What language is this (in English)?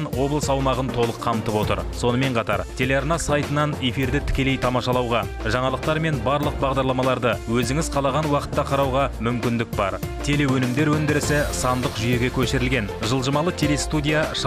Kazakh